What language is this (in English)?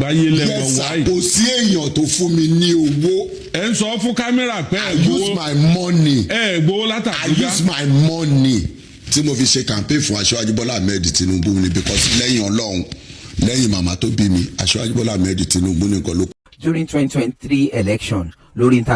Yoruba